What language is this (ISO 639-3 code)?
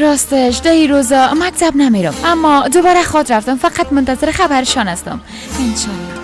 fas